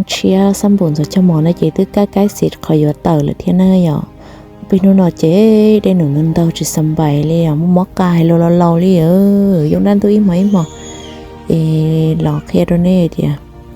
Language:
Hmong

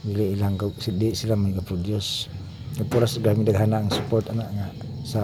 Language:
Cebuano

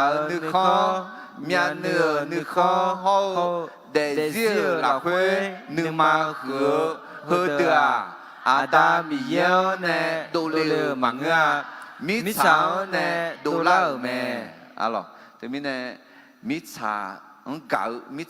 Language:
Akha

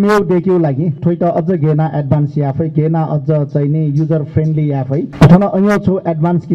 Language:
Newari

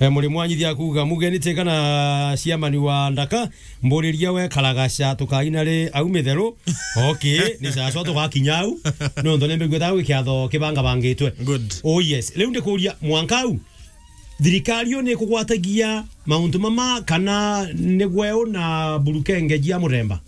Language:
Meru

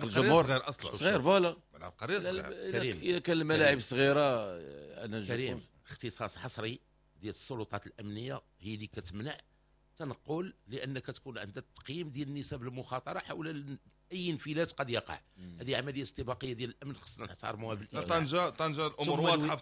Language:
Moroccan Arabic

